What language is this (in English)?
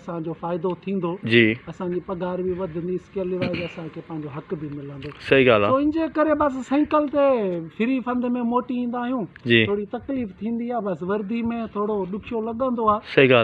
Sindhi